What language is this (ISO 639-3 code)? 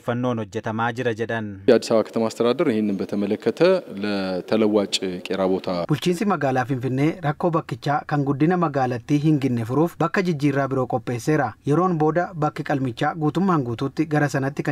orm